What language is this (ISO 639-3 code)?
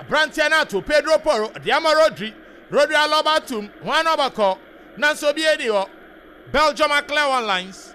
aka